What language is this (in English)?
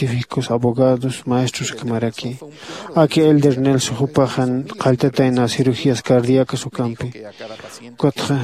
Aymara